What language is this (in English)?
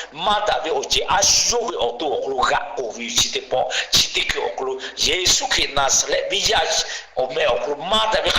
Lahu